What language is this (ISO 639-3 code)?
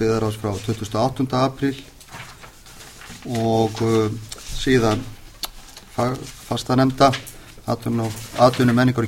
isl